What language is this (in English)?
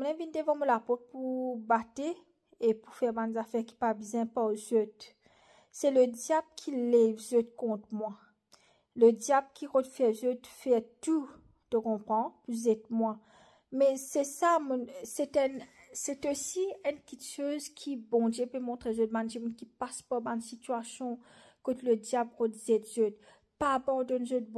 Morisyen